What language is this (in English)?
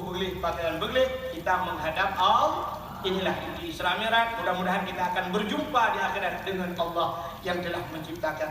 Achinese